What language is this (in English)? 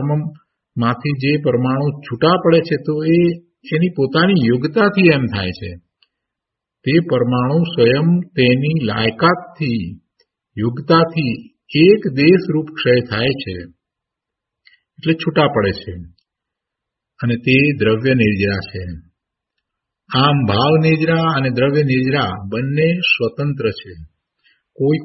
Gujarati